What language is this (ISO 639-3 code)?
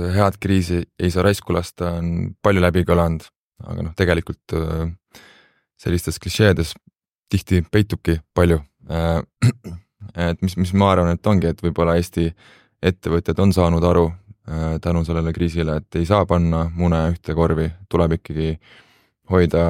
est